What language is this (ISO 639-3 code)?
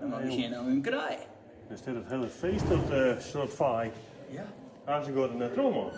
fry